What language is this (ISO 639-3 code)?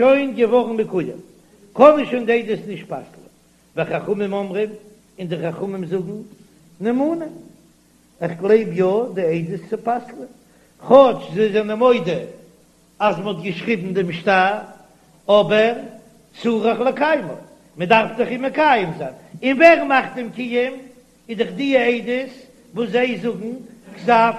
yid